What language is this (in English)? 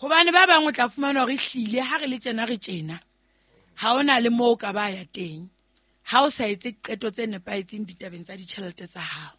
Southern Sotho